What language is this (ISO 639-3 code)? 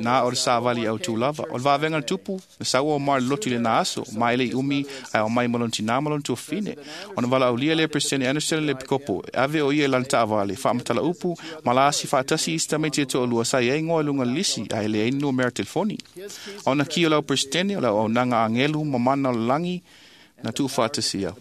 smo